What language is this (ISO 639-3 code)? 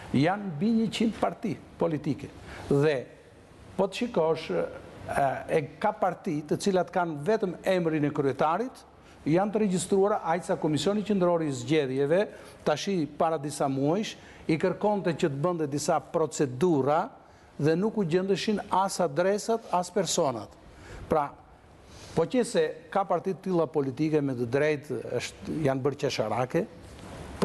sqi